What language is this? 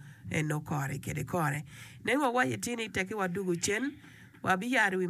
Acoli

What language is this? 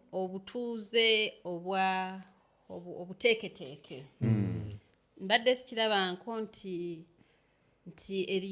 Ganda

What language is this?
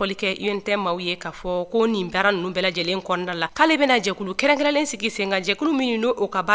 Bambara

